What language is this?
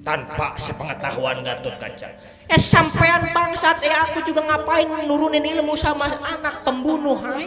Betawi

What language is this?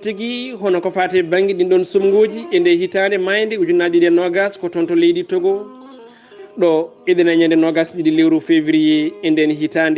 Fula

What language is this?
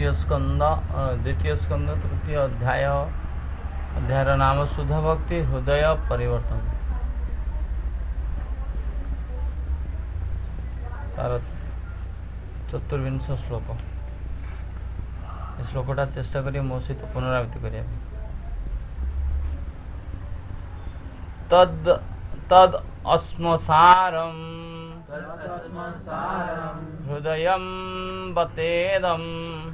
Odia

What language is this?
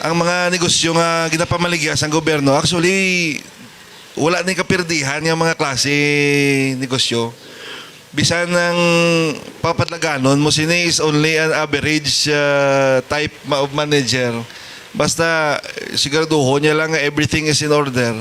Hiligaynon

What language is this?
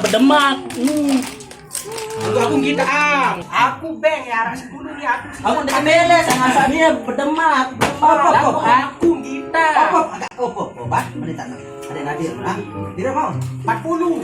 Sasak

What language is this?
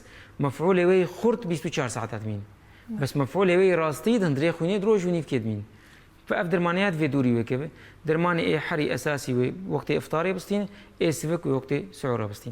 Kurdish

